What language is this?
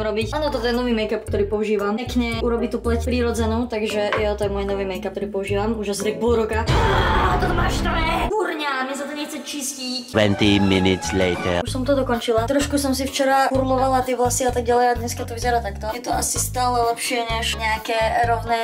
Slovak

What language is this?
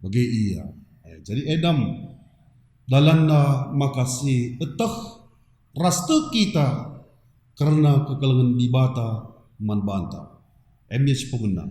Batak Karo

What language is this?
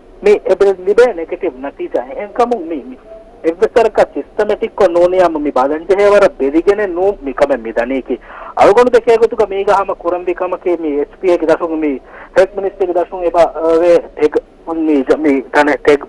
Divehi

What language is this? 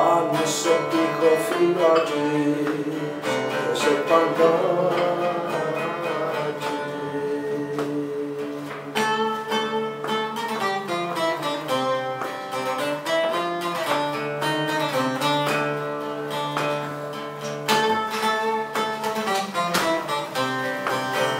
Greek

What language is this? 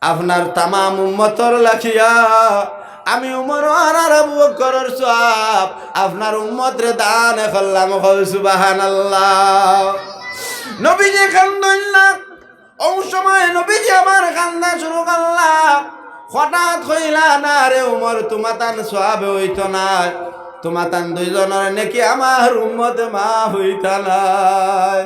Sylheti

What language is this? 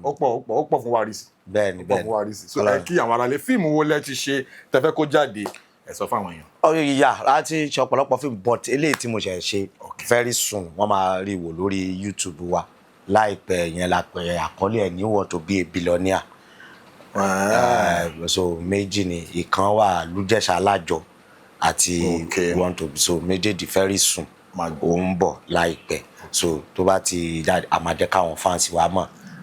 Yoruba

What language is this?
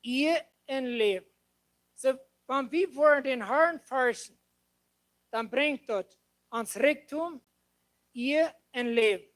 Plautdietsch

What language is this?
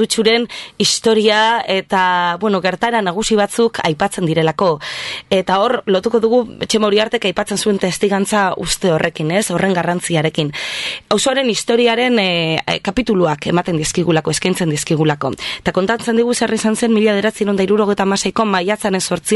Basque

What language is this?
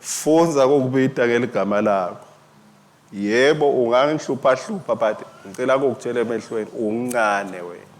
Swati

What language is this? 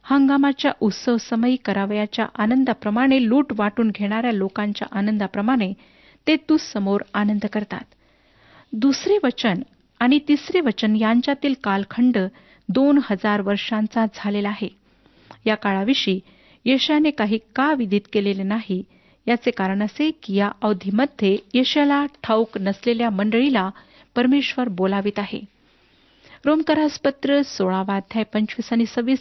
Marathi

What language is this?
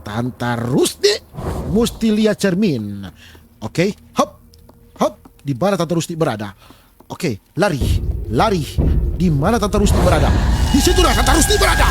Manado Malay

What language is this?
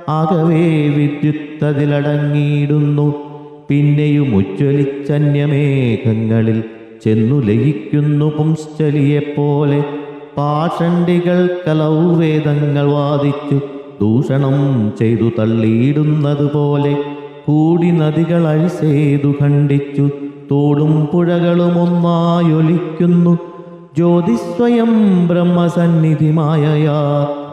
Malayalam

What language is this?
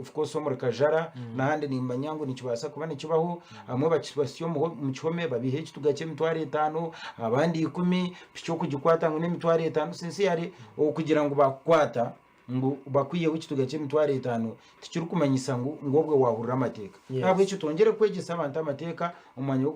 Nyankole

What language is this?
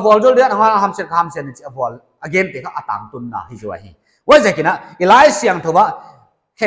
Paite Chin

